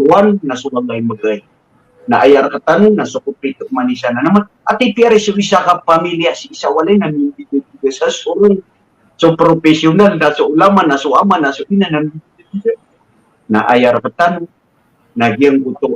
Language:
Maranao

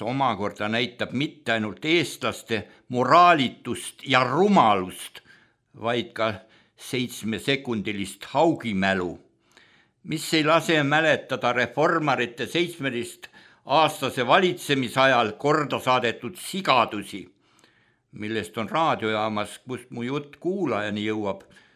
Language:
Estonian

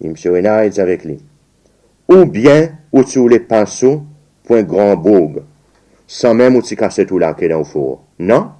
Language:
Seselwa Creole French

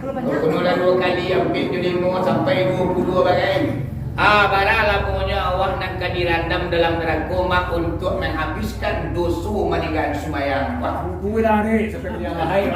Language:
Minangkabau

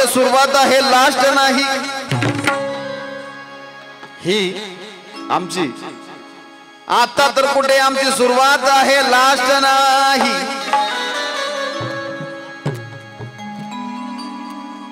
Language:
Marathi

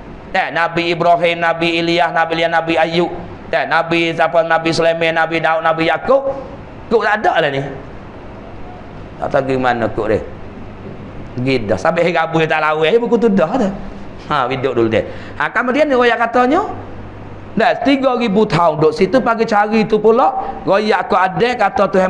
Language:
Malay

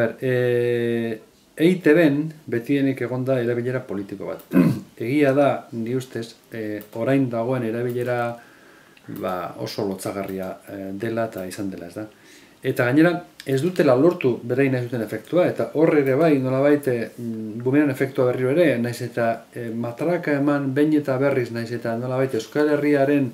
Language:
Basque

